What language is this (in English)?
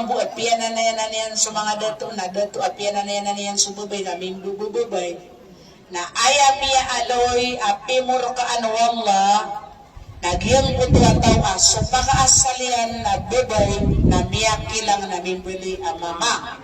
Maranao